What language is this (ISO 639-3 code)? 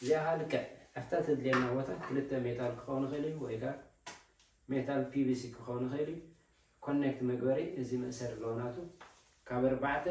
tir